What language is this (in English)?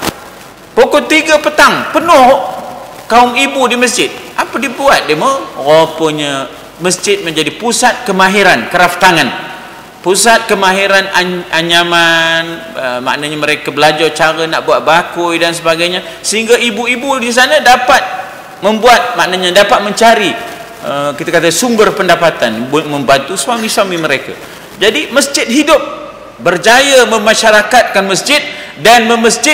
Malay